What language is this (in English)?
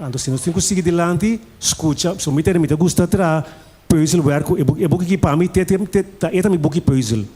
Papiamento